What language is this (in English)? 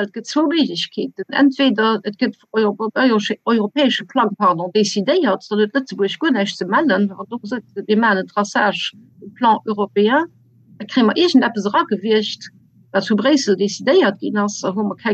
Luxembourgish